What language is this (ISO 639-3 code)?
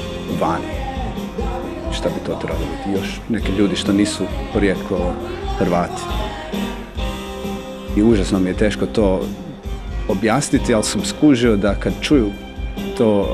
hrv